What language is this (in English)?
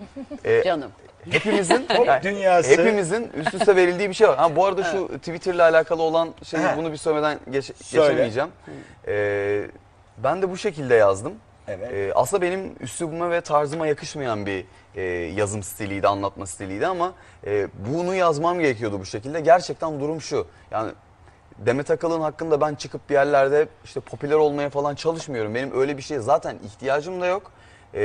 Turkish